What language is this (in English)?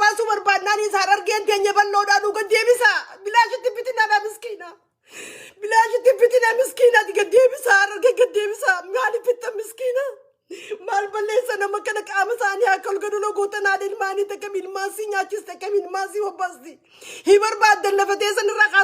Oromo